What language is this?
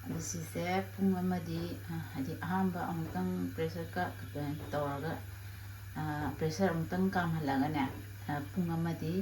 Manipuri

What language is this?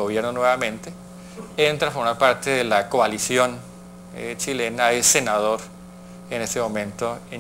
Spanish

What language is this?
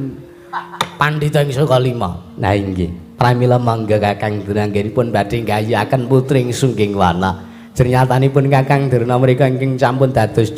Javanese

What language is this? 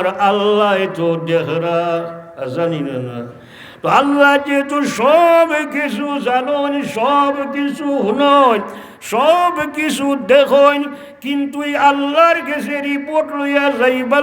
Sylheti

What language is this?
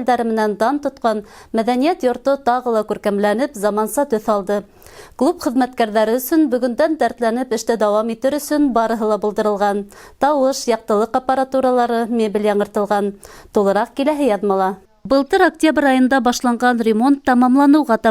Bashkir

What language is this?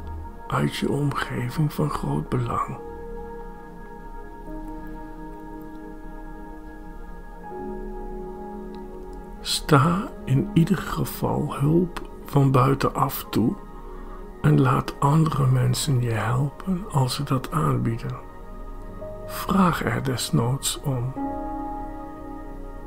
Dutch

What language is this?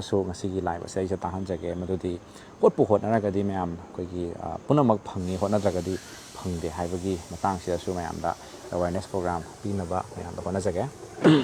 Manipuri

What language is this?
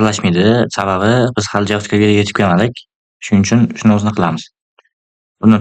Uzbek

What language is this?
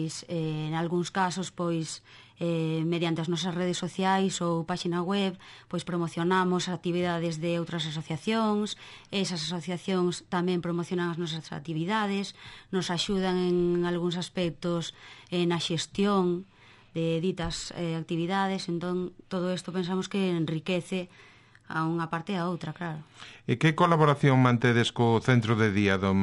Galician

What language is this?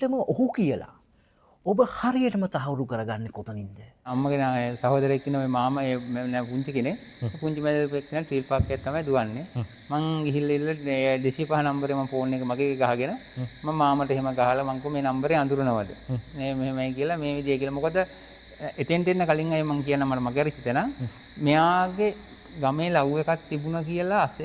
Sinhala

